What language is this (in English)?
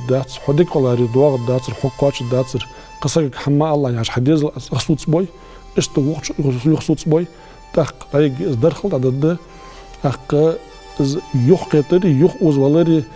Ingush